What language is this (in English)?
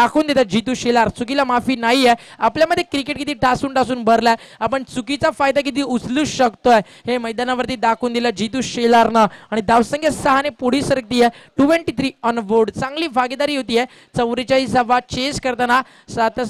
Marathi